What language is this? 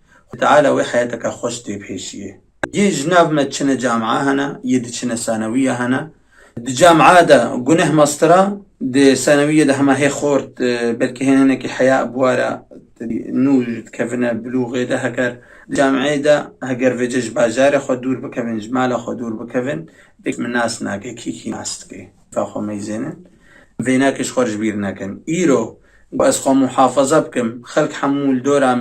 Kurdish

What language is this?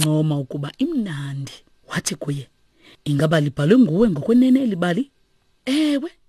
Xhosa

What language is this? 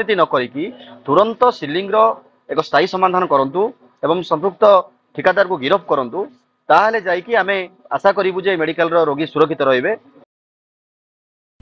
Odia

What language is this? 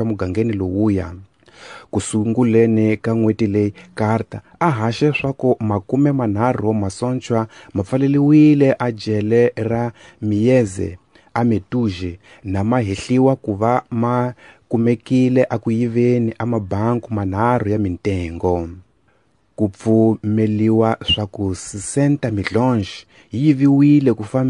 Tsonga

